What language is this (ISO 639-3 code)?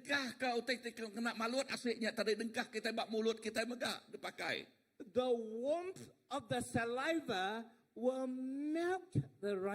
iba